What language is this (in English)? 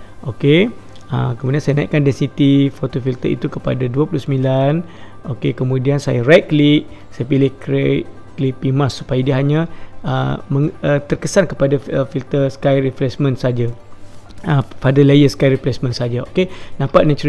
Malay